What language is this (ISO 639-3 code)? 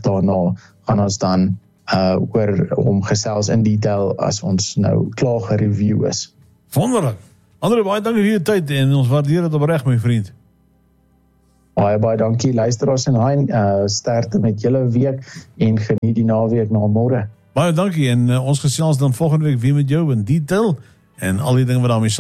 afr